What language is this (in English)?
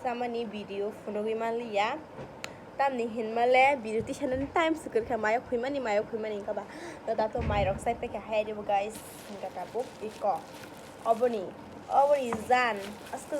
Kok Borok